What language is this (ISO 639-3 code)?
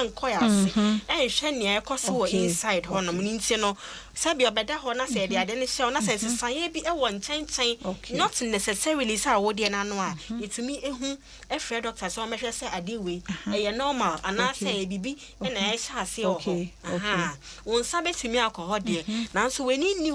aka